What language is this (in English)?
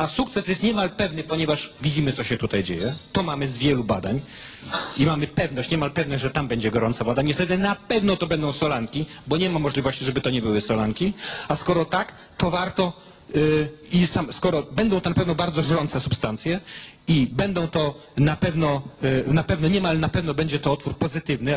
Polish